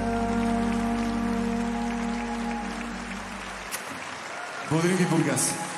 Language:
Bulgarian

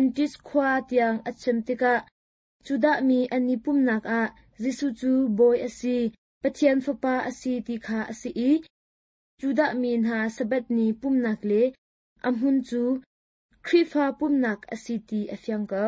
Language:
Hakha Chin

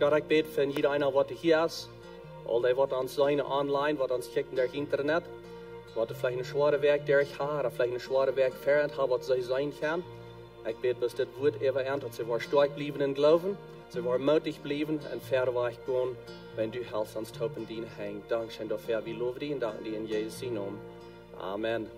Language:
Plautdietsch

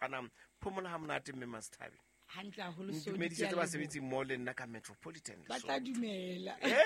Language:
Southern Sotho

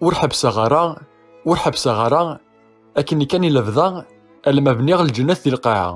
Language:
Kabyle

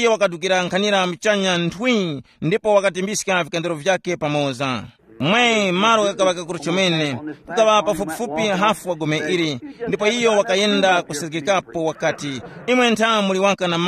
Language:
Tumbuka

